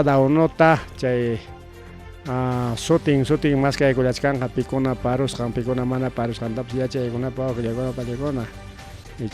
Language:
Ayacucho Quechua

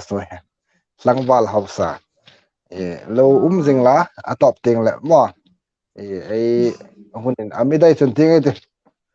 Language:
Hmar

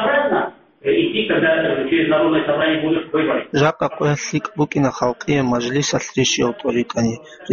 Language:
Avaric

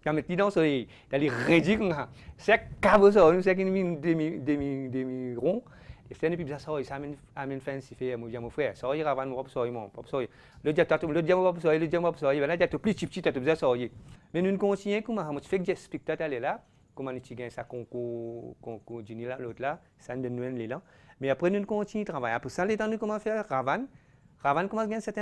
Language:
French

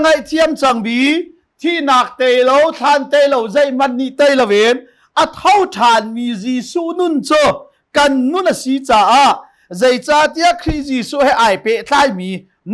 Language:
Hakha Chin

